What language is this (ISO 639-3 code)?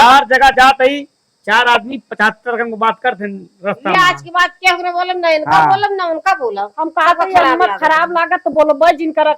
awa